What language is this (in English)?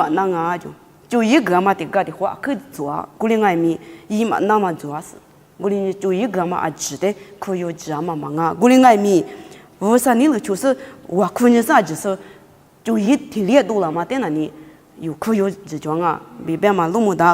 Lisu